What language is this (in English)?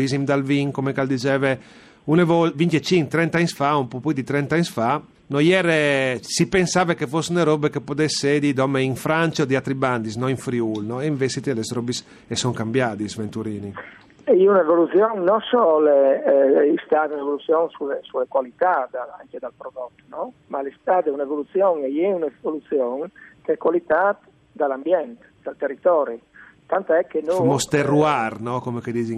Friulian